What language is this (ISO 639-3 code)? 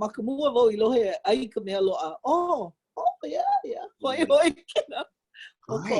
haw